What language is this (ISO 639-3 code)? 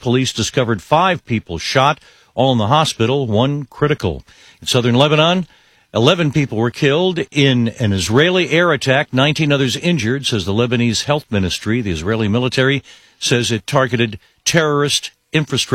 eng